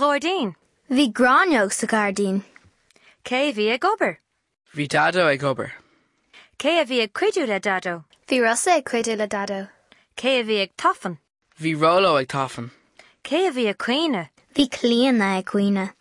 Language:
Irish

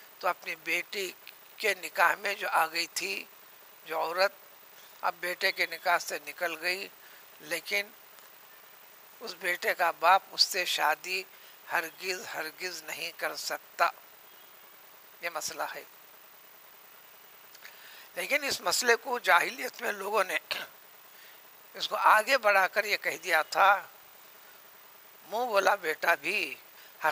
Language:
Urdu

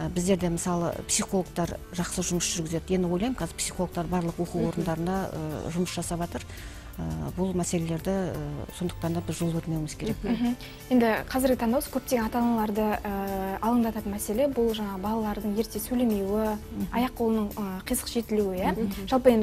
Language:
Kazakh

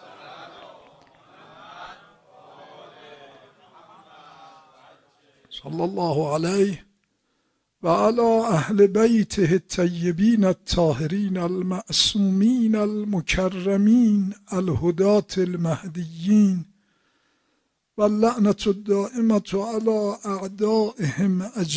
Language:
Persian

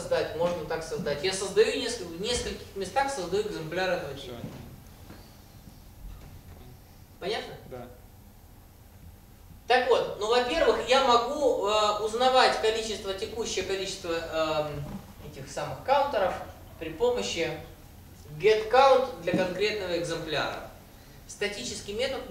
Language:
Russian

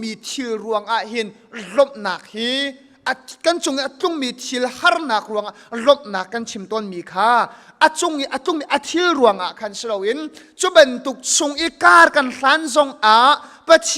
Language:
Hakha Chin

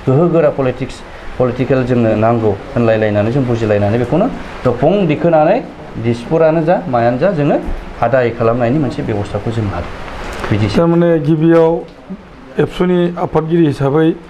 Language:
Bodo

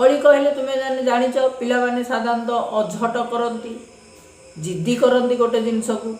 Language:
Odia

